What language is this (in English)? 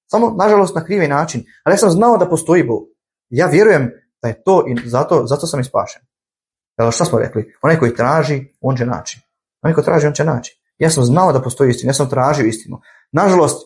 Bosnian